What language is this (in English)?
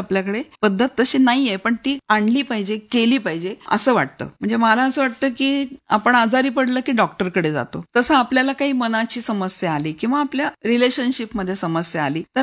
Marathi